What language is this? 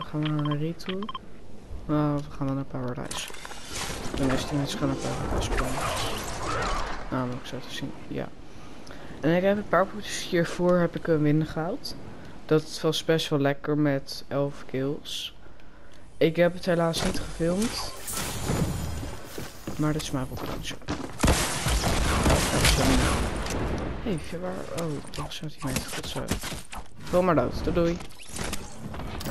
Dutch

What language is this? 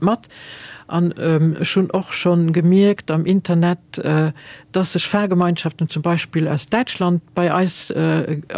Luxembourgish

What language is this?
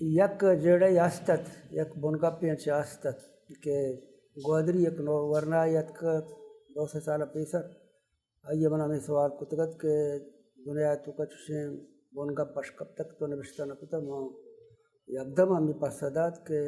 Baluchi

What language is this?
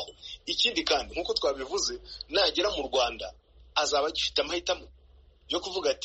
Kinyarwanda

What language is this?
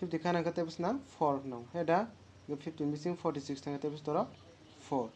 Kok Borok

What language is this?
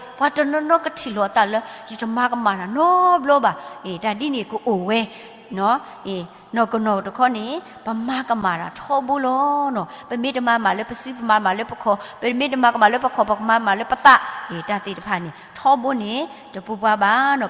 S'gaw Karen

